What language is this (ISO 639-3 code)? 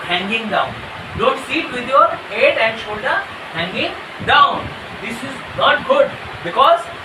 eng